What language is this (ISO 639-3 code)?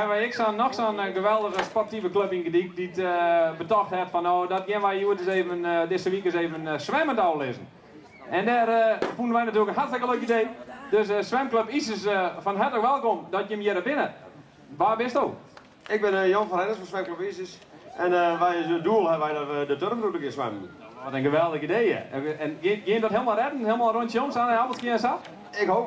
fry